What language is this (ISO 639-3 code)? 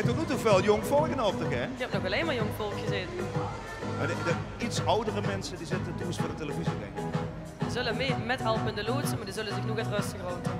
lim